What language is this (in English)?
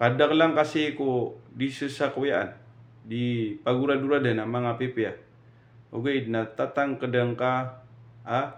Maranao